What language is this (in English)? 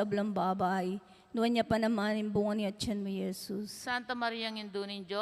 Pampanga